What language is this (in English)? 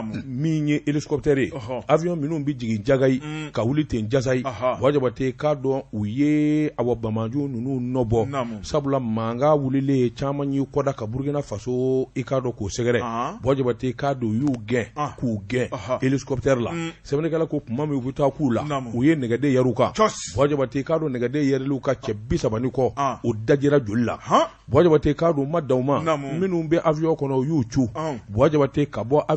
Bambara